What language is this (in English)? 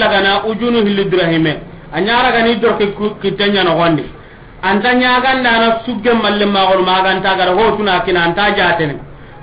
Soninke